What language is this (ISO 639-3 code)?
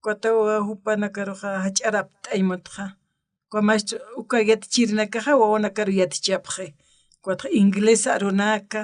aym